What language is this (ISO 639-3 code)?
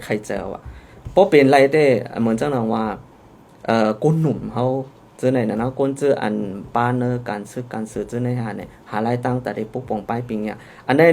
shn